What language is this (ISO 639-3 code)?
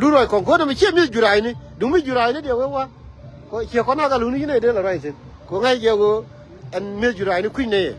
nus